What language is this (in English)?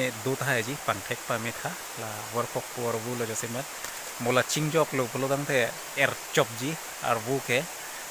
Karbi